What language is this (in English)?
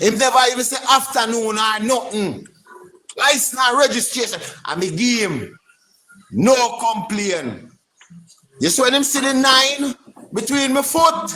Jamaican Creole English